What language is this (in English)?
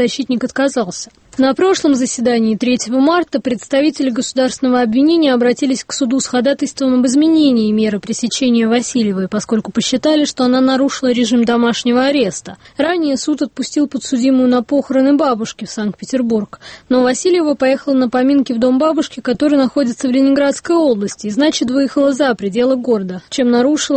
Russian